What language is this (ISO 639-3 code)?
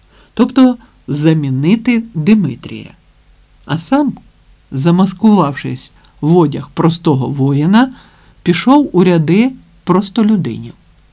ukr